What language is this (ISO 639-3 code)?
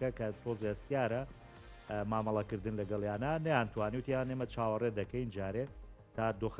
ckb